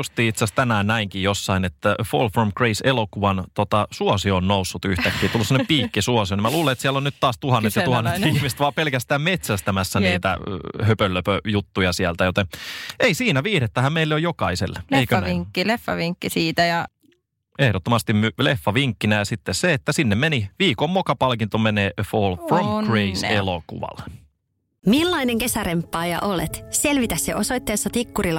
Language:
Finnish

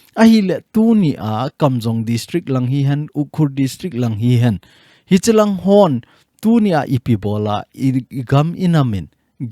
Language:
Thado Chin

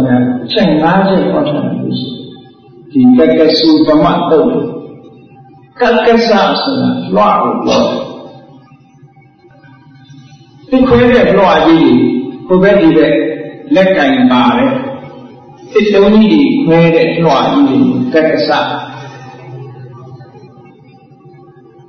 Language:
Burmese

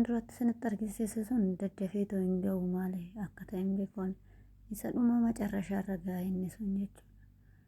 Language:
Oromo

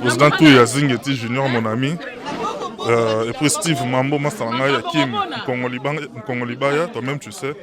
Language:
Lingala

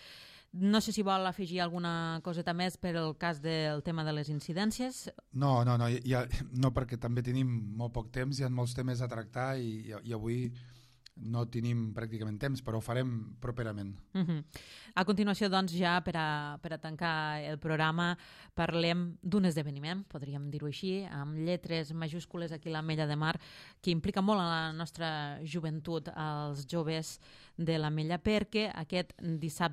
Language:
Catalan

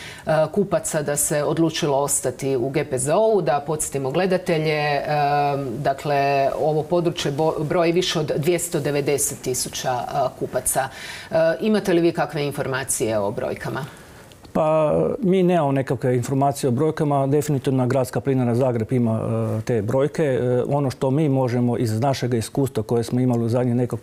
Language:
Croatian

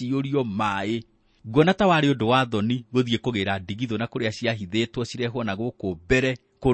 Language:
Kikuyu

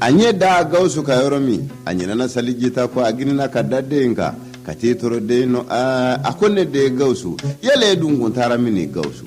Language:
Bambara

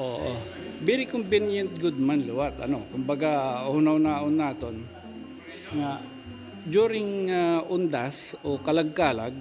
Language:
Waray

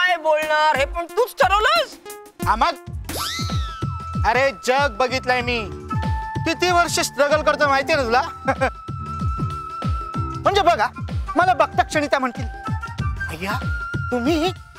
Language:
Marathi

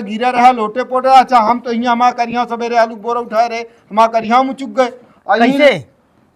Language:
Awadhi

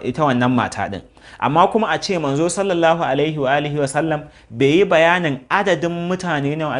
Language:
Hausa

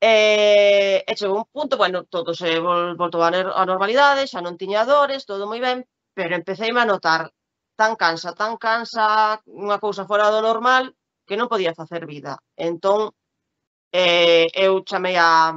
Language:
Galician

